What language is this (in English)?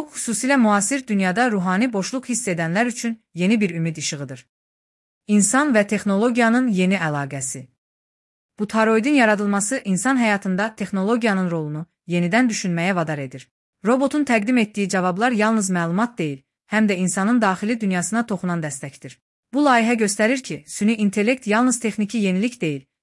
Azerbaijani